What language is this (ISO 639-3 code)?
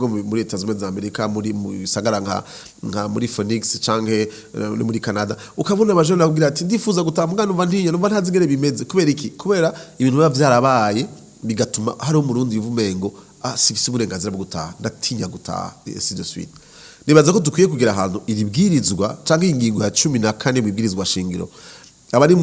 run